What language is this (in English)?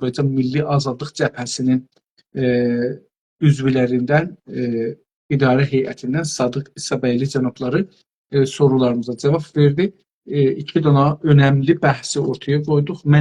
South Azerbaijani